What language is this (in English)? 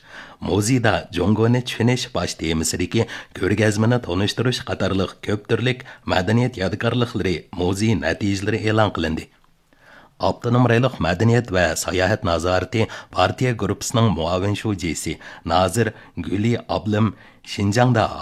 Uyghur